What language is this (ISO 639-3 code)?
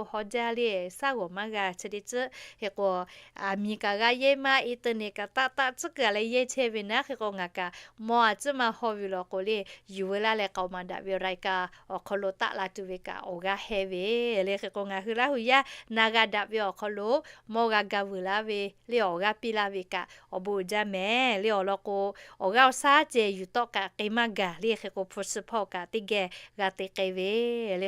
lhu